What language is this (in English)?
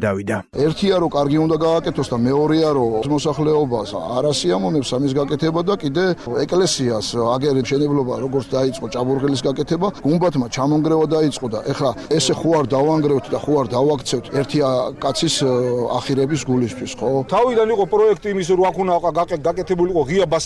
Georgian